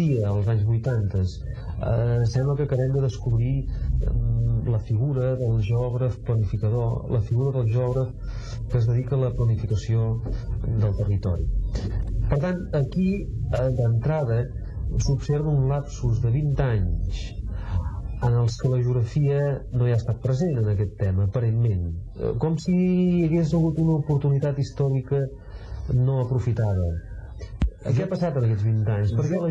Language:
Catalan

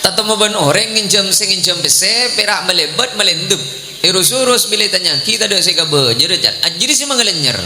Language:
Madurese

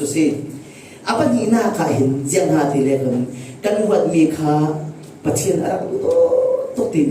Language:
Falam Chin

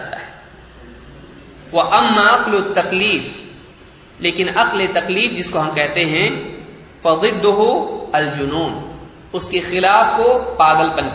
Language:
Urdu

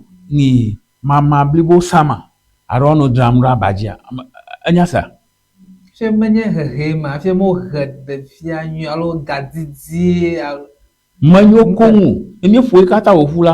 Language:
Ewe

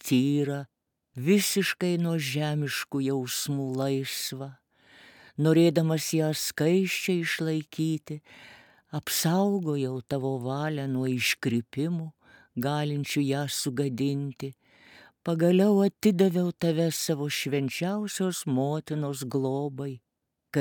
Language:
Lithuanian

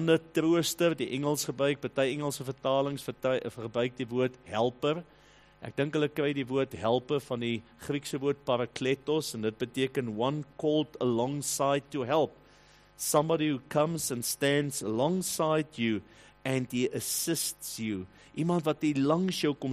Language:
Afrikaans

